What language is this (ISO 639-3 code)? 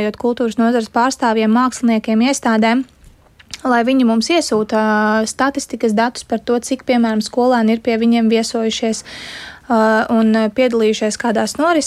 lav